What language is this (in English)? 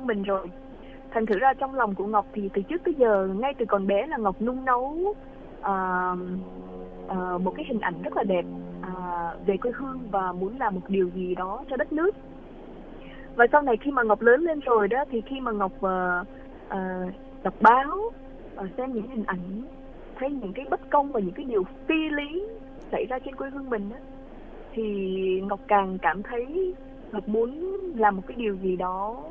Vietnamese